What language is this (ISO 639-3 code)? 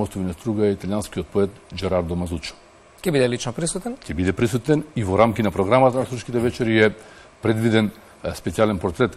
mkd